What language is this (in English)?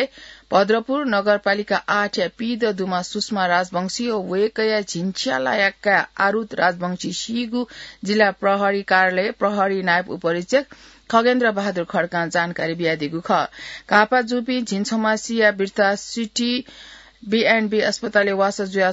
Newari